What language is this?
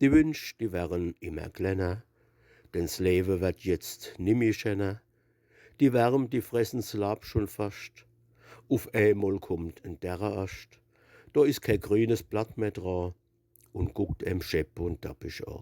Palatine German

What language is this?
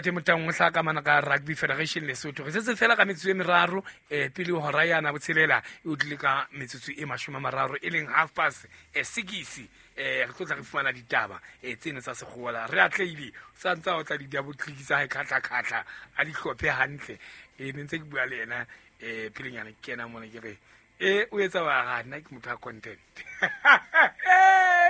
Southern Sotho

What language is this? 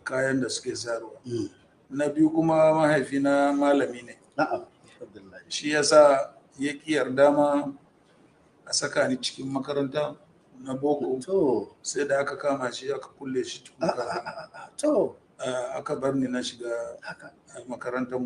Hausa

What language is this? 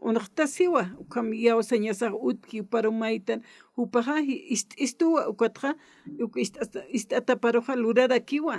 Aymara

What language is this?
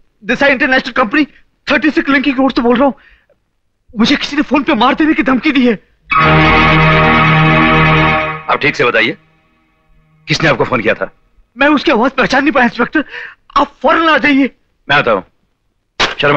Hindi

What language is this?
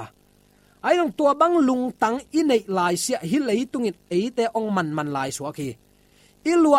Tedim Chin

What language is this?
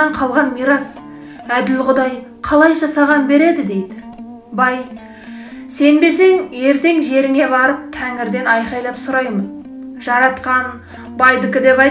Kazakh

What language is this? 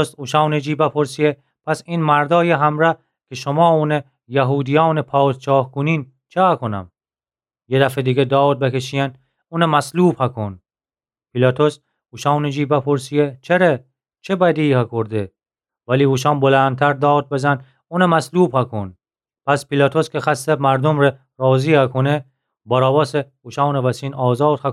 Gilaki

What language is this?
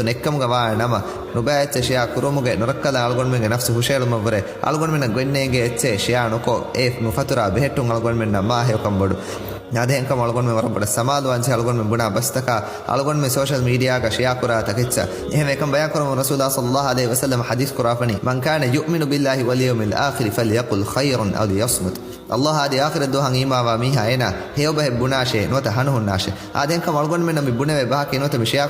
Divehi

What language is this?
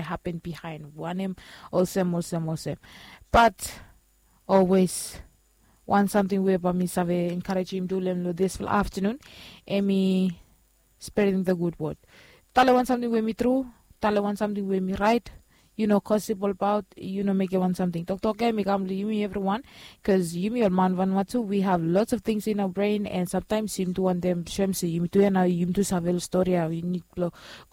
Bislama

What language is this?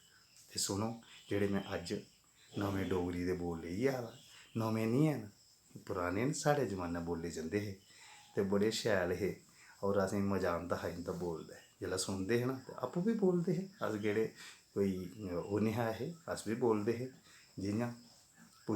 Dogri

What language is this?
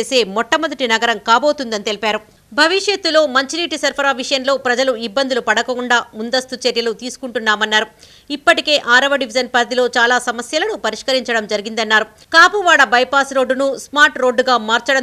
Telugu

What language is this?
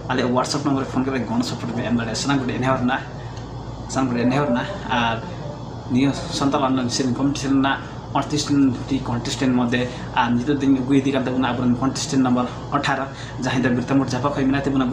Santali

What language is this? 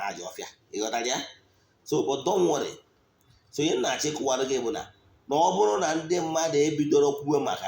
Igbo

